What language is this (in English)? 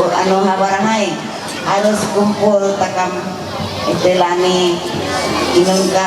Ma'anyan